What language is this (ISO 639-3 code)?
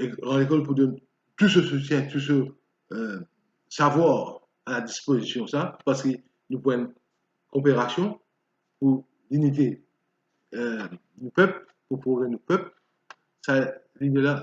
mfe